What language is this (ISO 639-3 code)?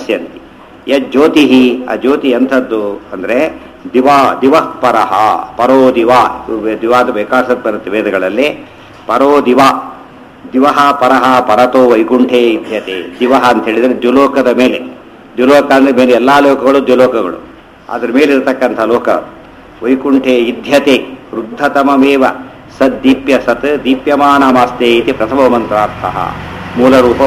kan